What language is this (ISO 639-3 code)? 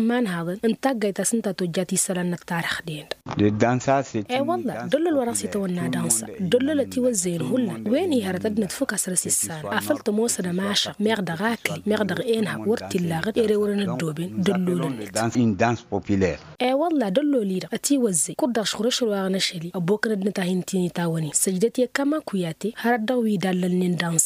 taq